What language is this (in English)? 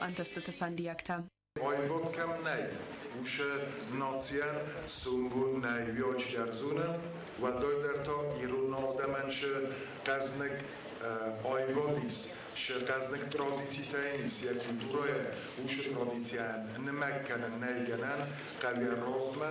Ossetic